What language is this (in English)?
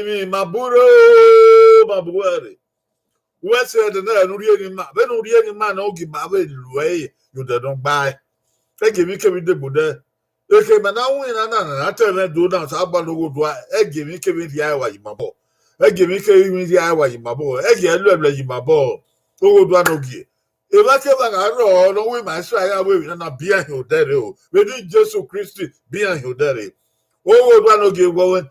Bini